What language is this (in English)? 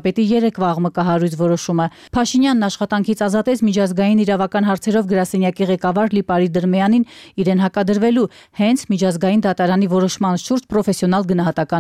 Armenian